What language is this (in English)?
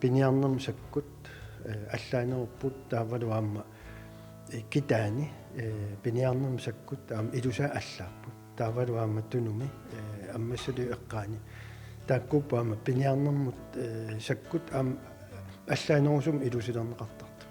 Kalaallisut